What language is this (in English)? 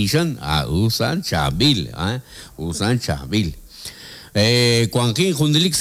Kekchí